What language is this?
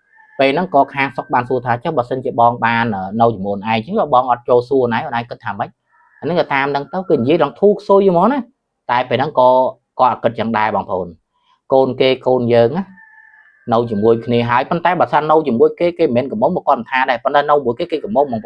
Khmer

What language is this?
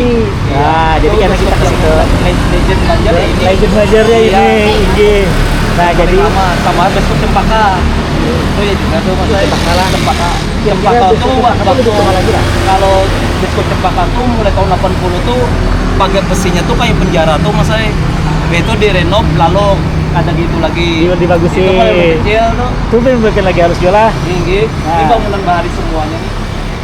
Banjar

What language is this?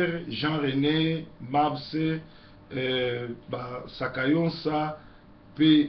Lingala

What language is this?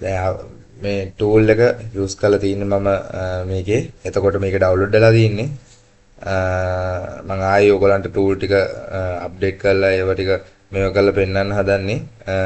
Sinhala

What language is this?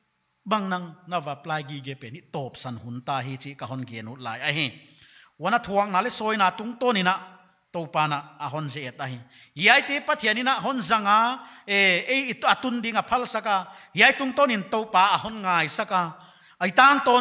Paite Chin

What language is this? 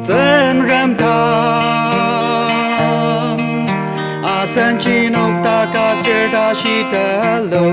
Ao Naga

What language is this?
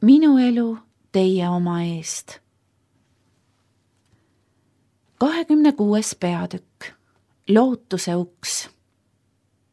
Estonian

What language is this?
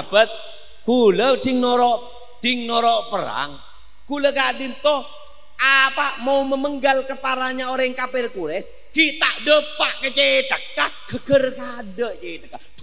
Madurese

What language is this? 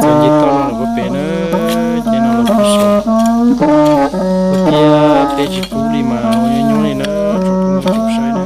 Hmong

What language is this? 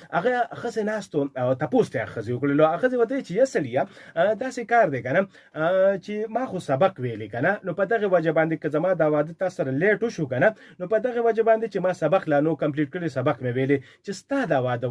Pashto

